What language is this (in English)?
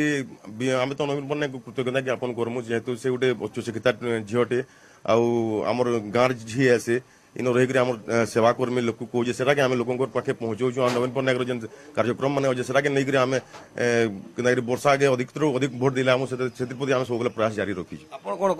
Odia